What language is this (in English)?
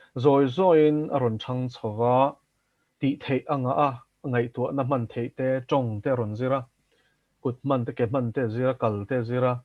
Mizo